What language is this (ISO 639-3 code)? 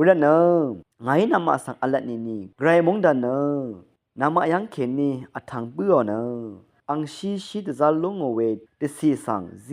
raw